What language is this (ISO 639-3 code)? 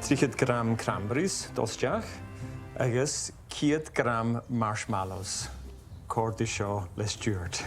gla